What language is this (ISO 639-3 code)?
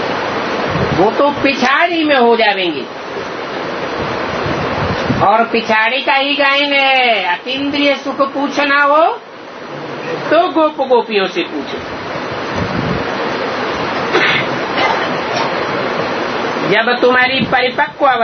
hin